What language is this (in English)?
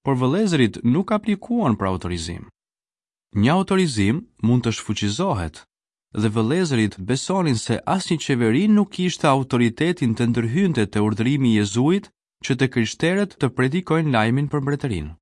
Albanian